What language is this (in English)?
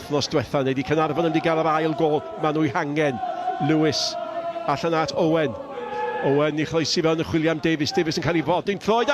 Welsh